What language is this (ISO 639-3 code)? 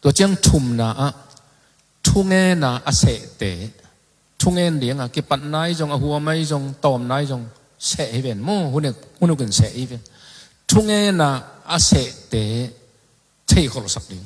ctd